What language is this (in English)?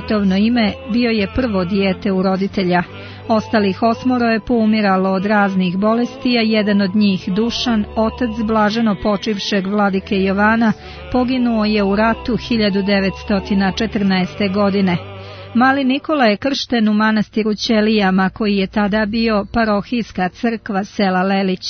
Serbian